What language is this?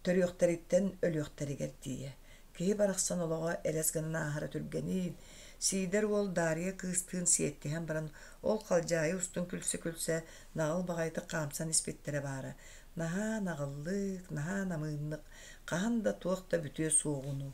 Yakut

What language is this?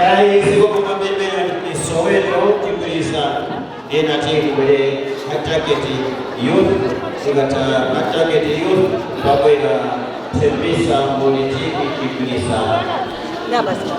Nyanja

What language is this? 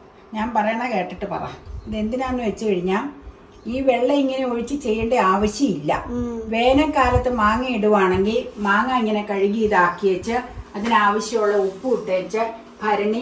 Malayalam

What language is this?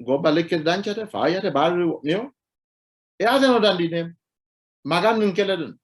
Sidamo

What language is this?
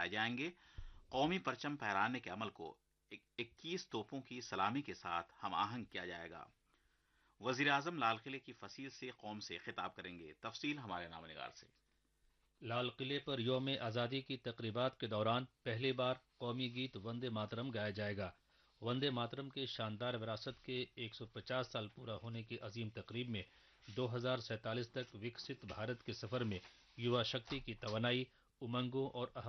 Urdu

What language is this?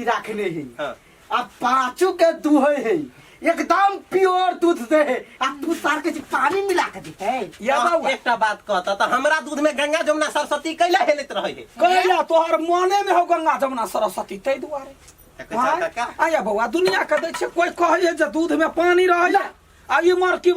Maithili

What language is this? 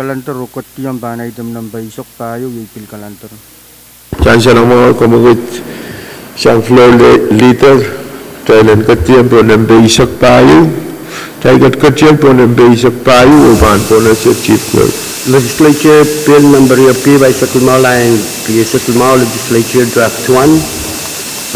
Pohnpeian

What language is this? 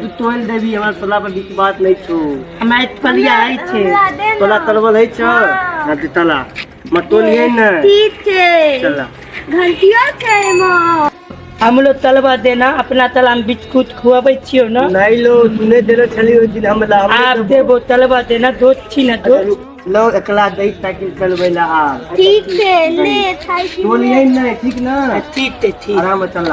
Maithili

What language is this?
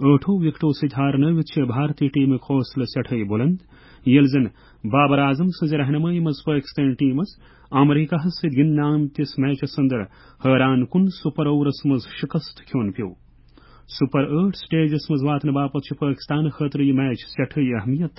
Kashmiri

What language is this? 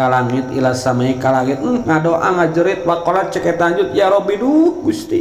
Sundanese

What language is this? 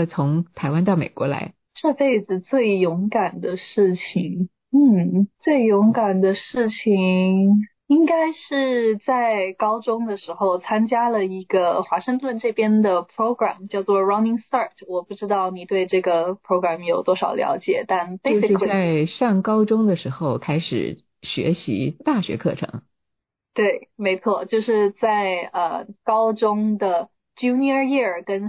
Chinese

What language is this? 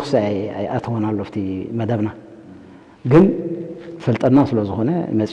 Tigrinya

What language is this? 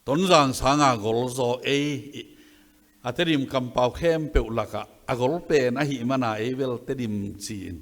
Tedim Chin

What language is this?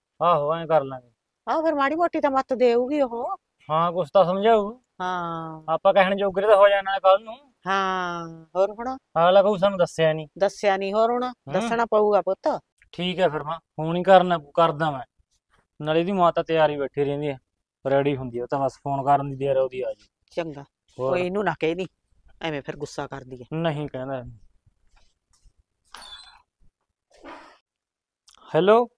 Punjabi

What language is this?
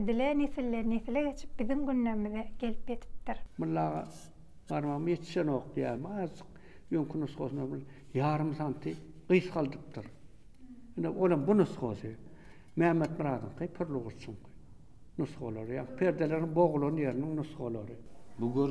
Turkmen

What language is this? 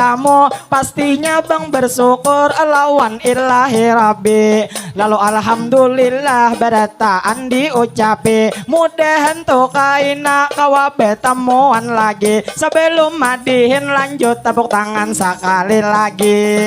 Banjar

